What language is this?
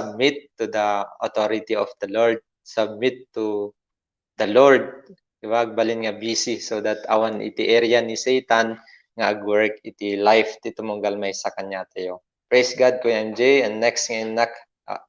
Iloko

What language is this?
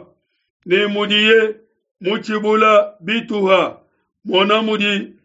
Luba-Lulua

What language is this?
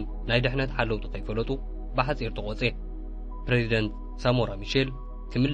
Tigrinya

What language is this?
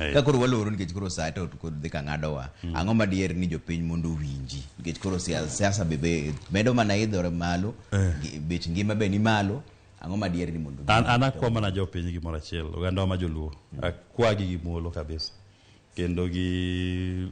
Luo (Kenya and Tanzania)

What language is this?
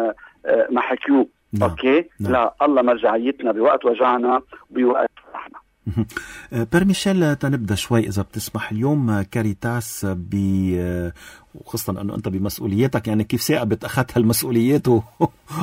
North Levantine Arabic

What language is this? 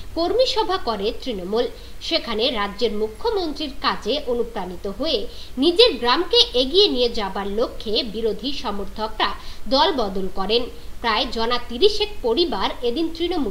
Bangla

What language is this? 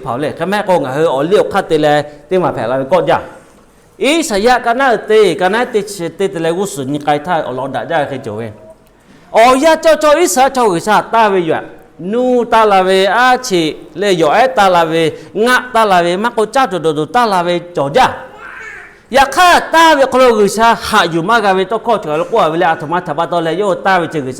Lahu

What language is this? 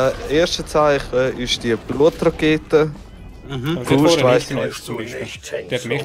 Swiss German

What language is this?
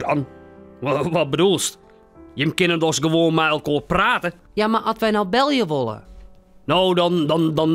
Western Frisian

